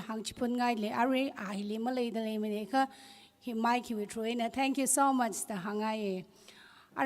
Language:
Tangkhul Naga (India)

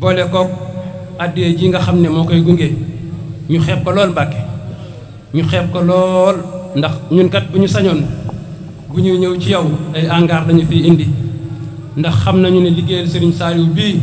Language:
Wolof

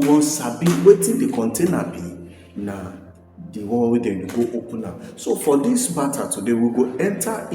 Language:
Nigerian Pidgin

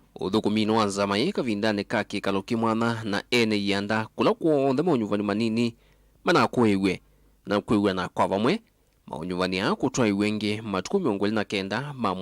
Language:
Kamba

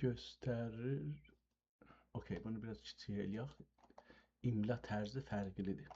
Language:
South Azerbaijani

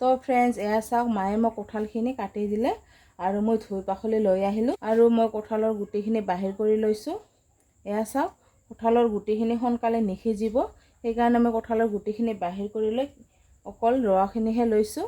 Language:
Assamese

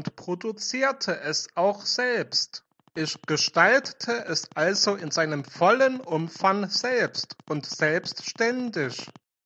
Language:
German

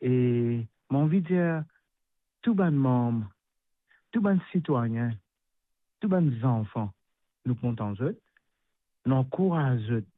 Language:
Morisyen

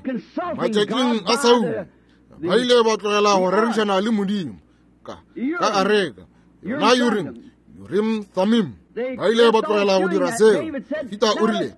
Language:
Northern Sotho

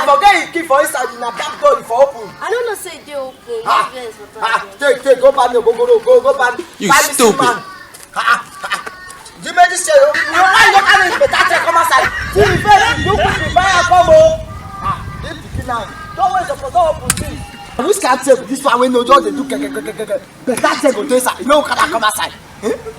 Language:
Nigerian Pidgin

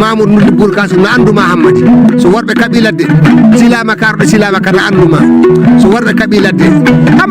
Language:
Fula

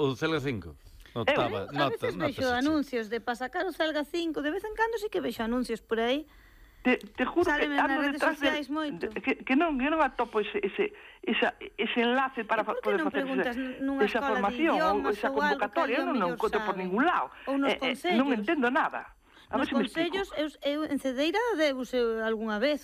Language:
Galician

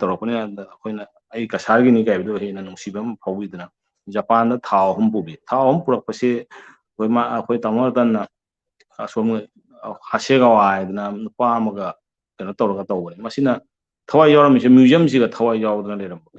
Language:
Manipuri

